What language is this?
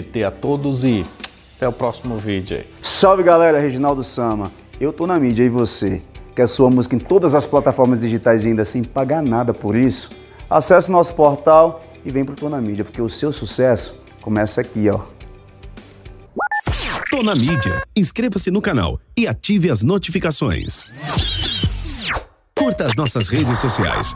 Portuguese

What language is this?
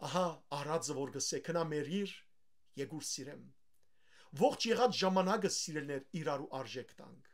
Western Armenian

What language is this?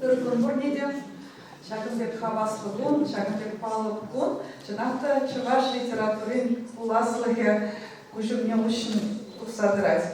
Chuvash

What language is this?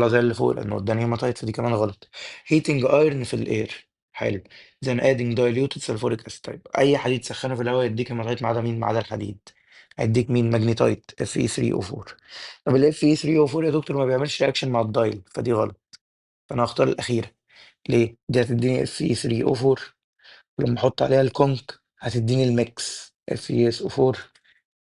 Egyptian Arabic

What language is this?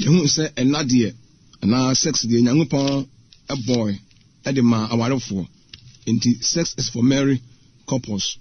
Akan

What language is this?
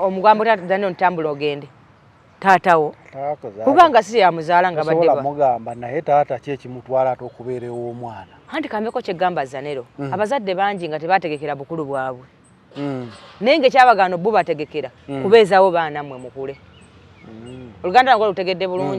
Ganda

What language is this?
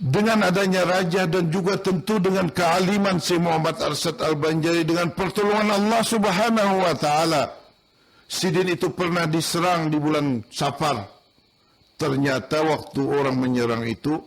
Banjar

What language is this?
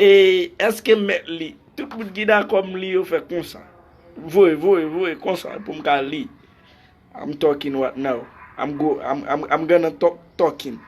Haitian Creole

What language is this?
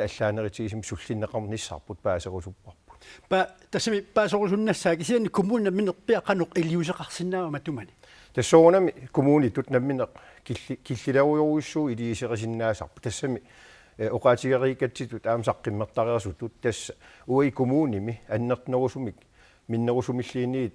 Kalaallisut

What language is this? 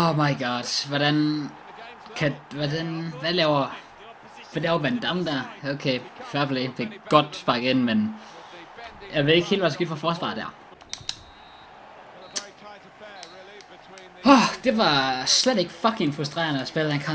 Danish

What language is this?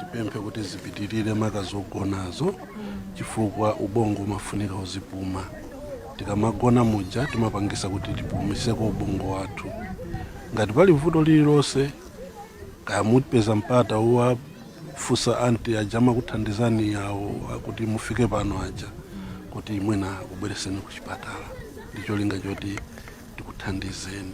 Nyanja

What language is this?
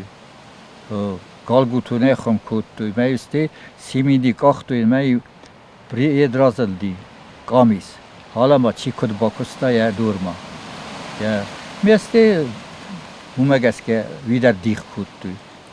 Ossetic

